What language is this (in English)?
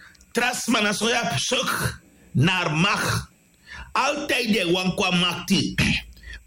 Sranan Tongo